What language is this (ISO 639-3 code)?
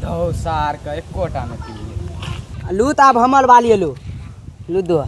mai